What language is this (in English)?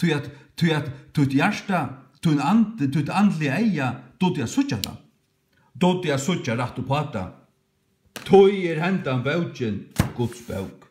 Faroese